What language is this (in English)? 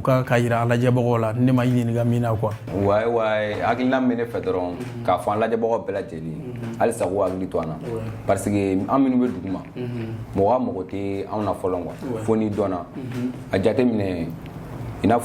Bambara